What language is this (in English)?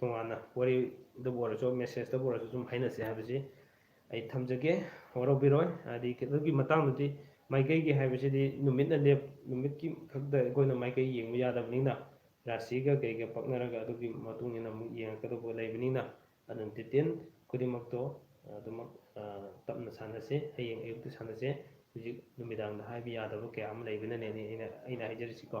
Manipuri